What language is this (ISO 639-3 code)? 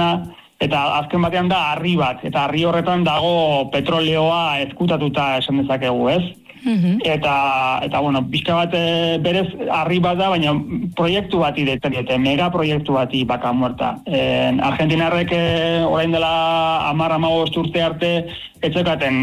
eus